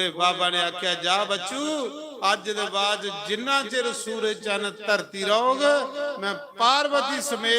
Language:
Dogri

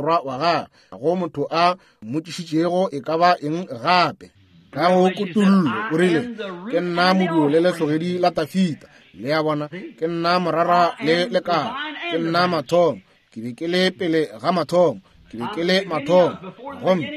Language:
Northern Sotho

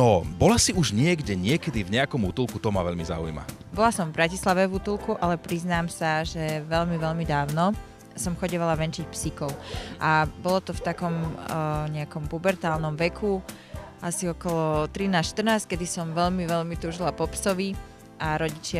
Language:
Slovak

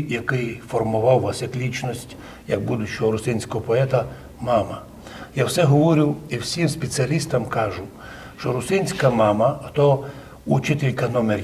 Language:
Rusyn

